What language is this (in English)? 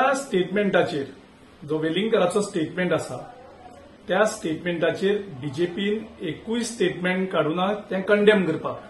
Konkani